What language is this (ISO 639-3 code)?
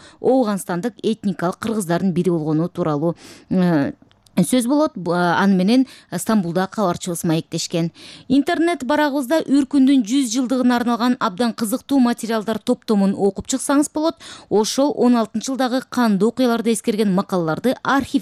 kir